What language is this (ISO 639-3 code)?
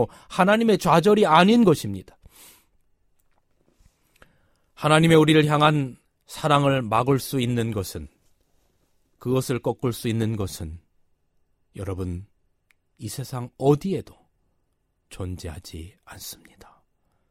kor